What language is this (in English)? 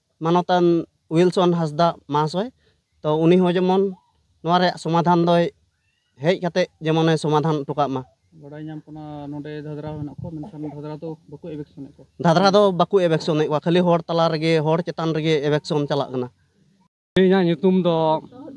Santali